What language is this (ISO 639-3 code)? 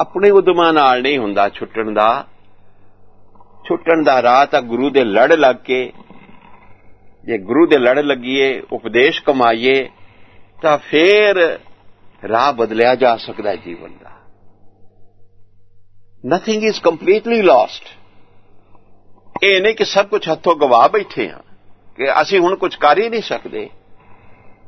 pan